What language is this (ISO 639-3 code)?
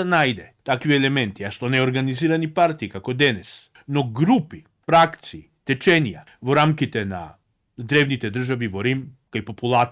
mkd